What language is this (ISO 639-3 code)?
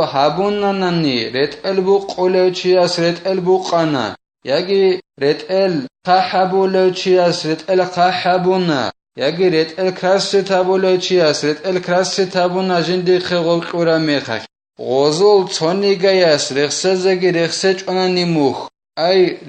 ava